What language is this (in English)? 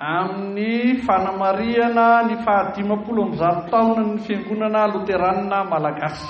Malagasy